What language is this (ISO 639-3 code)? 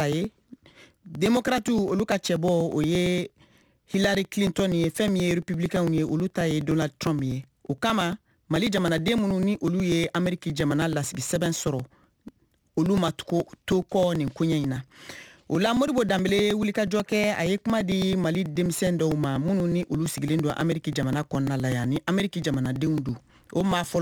bam